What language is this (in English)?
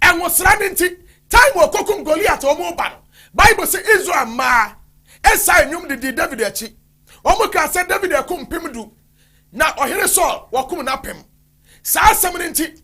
Akan